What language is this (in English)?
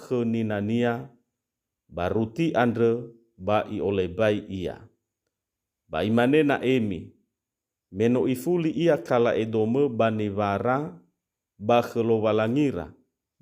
Nias